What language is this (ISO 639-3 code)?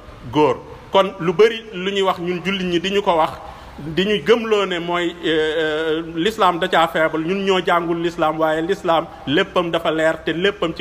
wol